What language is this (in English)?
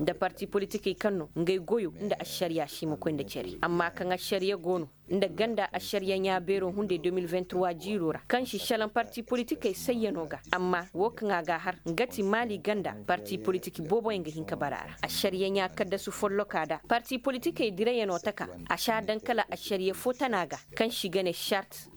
Koyraboro Senni